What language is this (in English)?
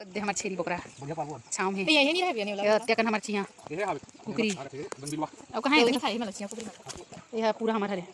Chhattisgarhi